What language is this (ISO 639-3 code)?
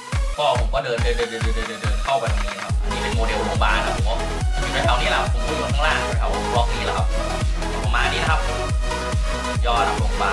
tha